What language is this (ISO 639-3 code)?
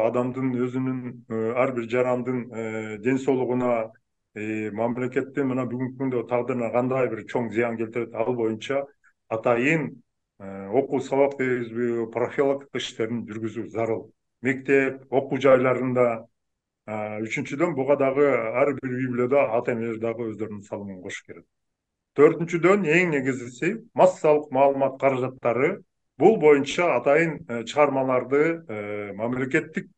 kir